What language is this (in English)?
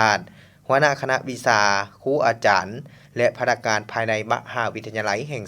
Lao